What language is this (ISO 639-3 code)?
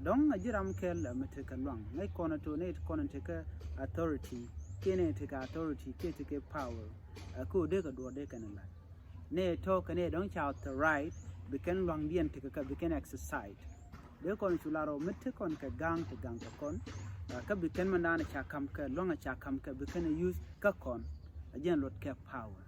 nus